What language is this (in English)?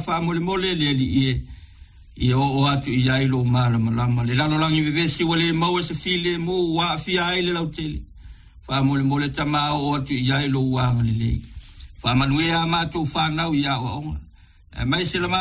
Samoan